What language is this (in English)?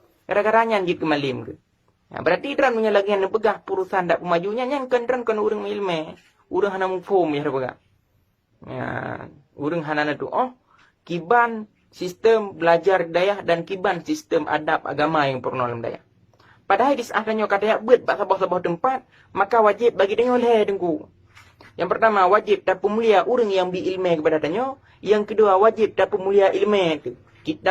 Achinese